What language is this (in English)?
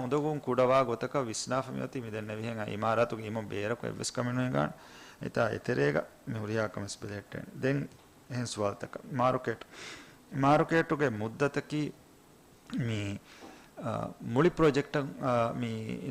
Divehi